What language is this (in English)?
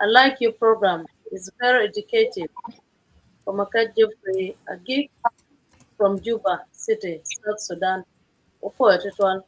Acoli